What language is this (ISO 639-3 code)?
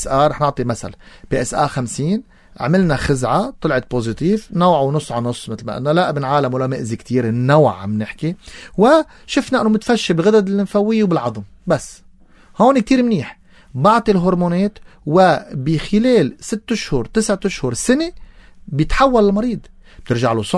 apc